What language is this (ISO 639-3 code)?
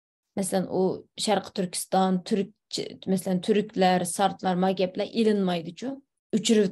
uig